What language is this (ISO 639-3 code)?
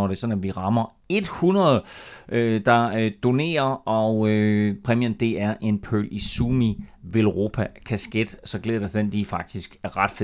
dan